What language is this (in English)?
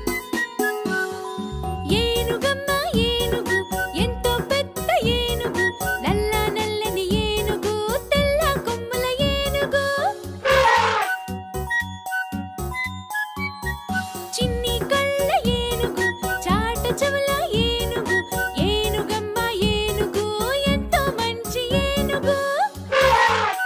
Telugu